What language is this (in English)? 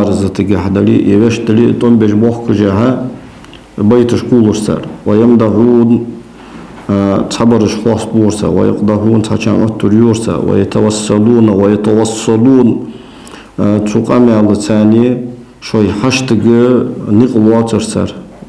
Ingush